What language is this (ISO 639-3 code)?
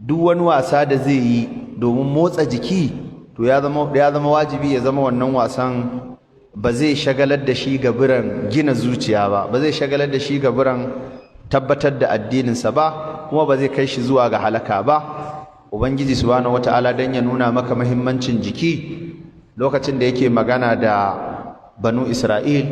hau